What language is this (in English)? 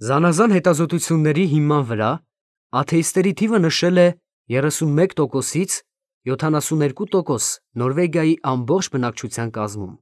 Armenian